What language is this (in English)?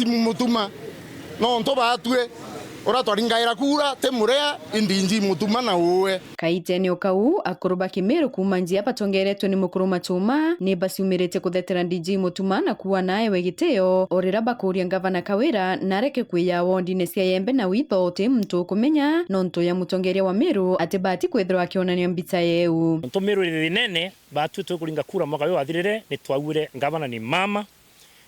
Meru